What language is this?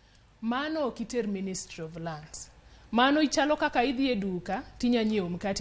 Luo (Kenya and Tanzania)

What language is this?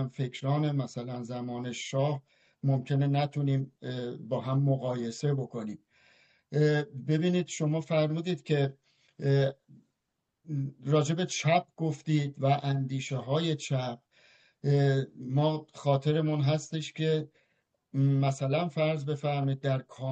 Persian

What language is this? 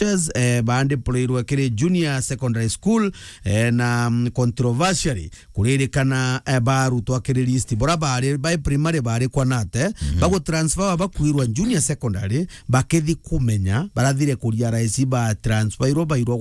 Meru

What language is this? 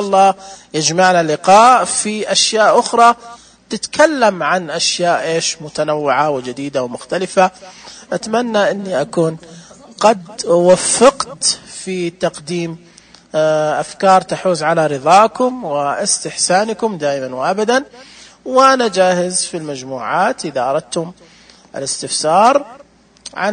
Najdi Arabic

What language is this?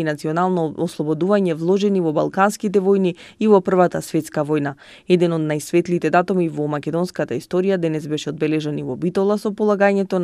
Macedonian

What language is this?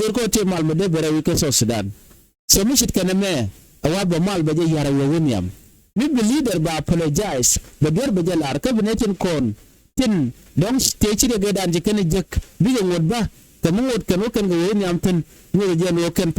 Nuer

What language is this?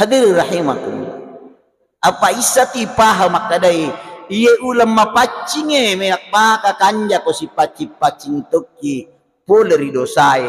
Buginese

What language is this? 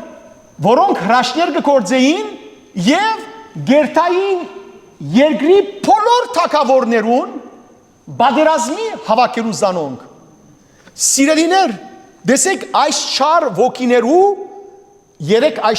Western Armenian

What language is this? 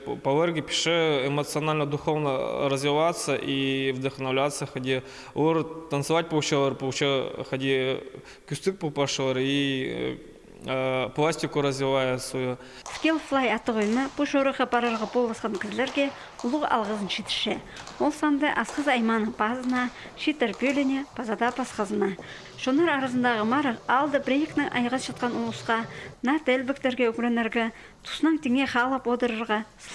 Khakas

